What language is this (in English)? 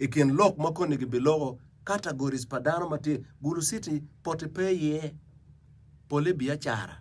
Acoli